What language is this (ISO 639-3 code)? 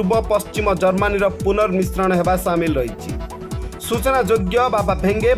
ori